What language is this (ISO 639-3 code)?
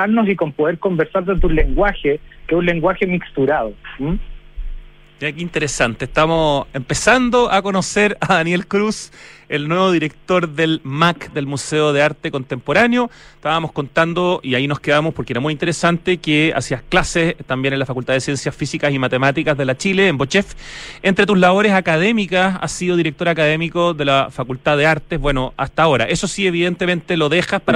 spa